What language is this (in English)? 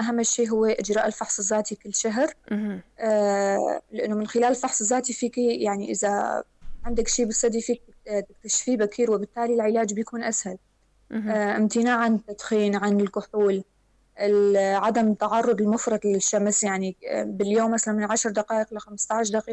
North Levantine Arabic